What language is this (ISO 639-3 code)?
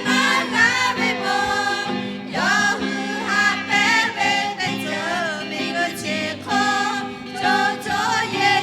lhu